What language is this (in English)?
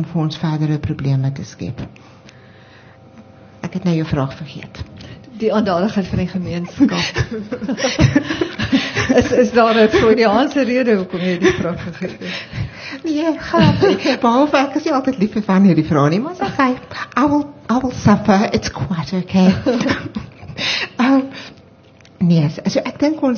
Afrikaans